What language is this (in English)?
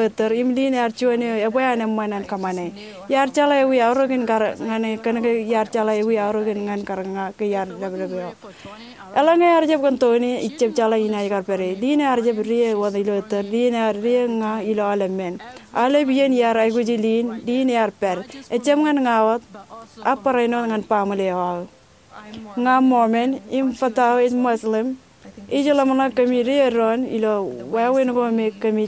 Marshallese